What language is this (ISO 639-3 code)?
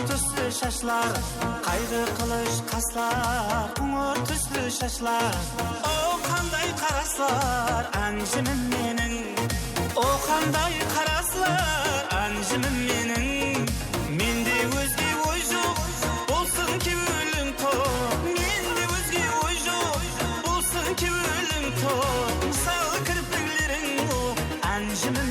kaa